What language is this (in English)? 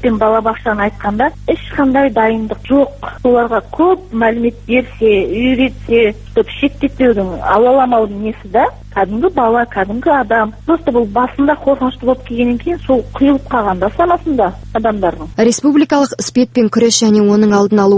Kazakh